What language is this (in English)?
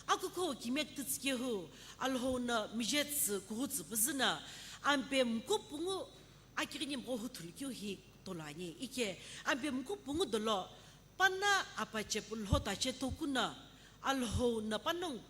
Sumi Naga